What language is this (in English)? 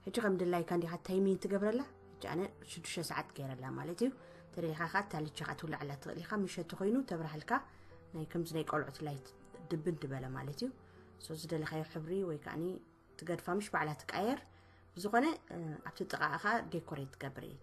Tigrinya